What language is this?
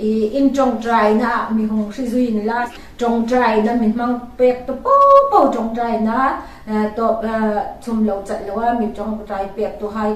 Hmar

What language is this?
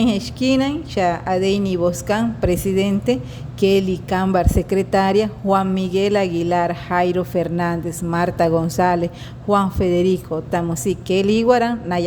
Wayuu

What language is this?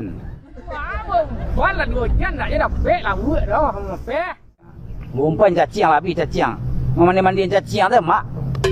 Minangkabau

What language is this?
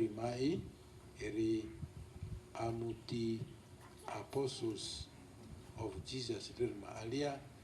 Lugbara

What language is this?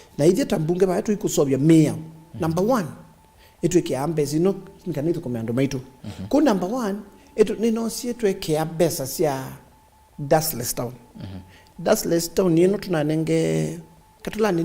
Kamba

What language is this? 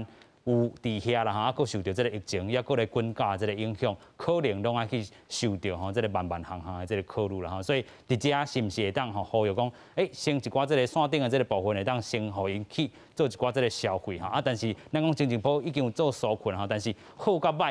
Min Nan Chinese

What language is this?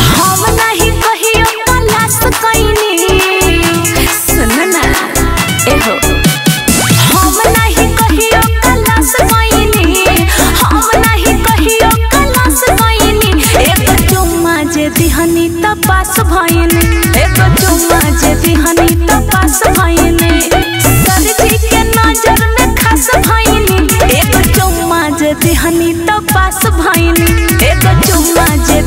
Bhojpuri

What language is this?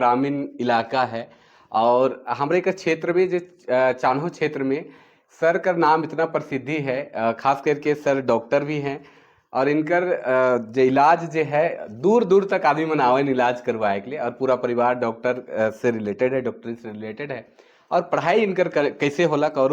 Sadri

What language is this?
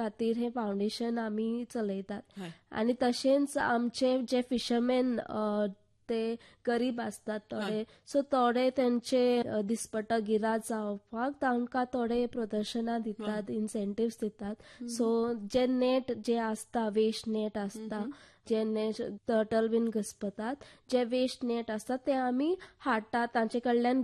Konkani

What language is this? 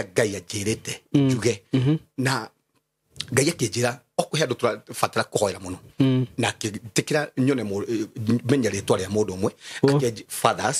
Kikuyu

